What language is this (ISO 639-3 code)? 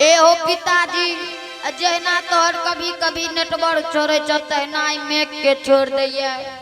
anp